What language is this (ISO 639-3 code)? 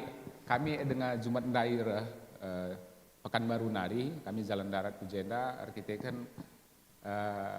btx